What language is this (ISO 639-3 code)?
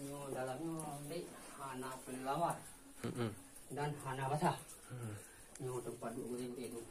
ace